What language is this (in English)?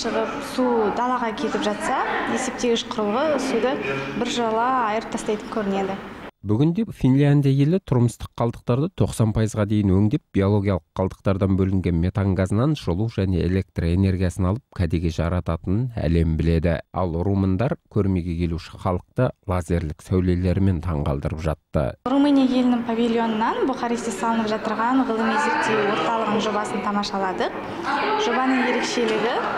Kazakh